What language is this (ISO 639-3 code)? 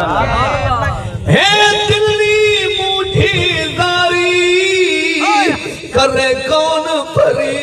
skr